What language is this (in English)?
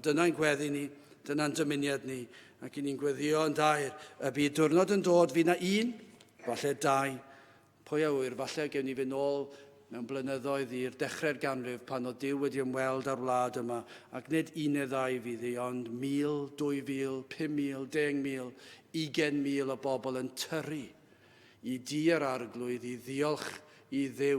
Welsh